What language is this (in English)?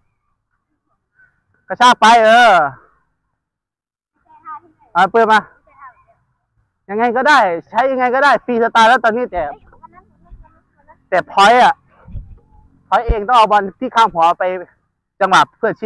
Thai